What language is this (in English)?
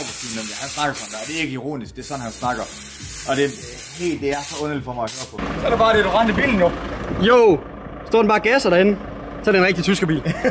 Danish